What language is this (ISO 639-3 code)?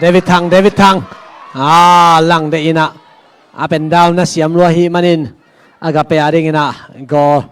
ctd